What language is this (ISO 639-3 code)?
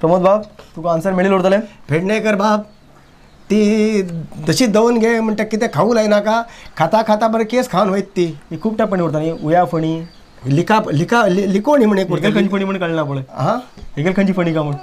kok